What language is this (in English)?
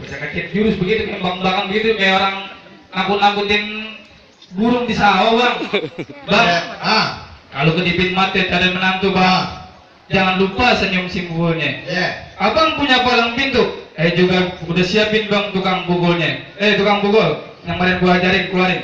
Betawi